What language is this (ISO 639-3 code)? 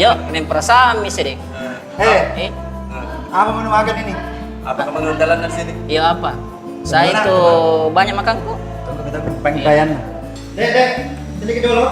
mfp